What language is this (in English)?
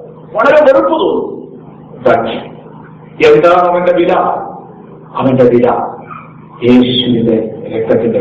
Malayalam